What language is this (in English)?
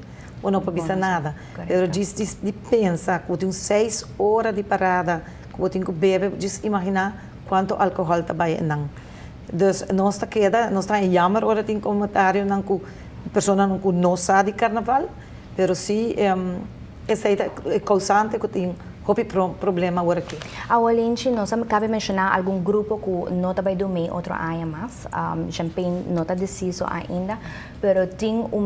Papiamento